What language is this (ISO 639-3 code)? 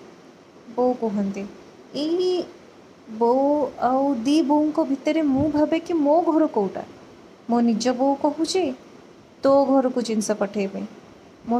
ori